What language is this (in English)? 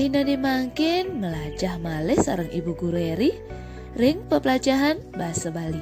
Balinese